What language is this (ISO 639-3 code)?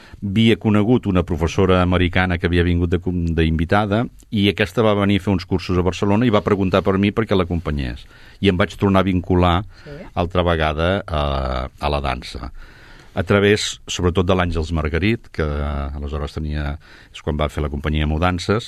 cat